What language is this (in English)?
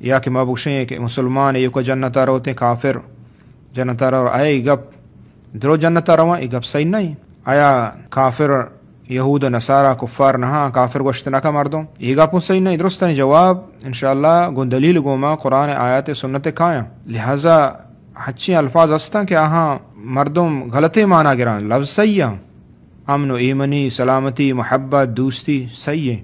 Eastern Balochi